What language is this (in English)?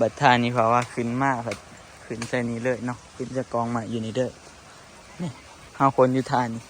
Northeastern Thai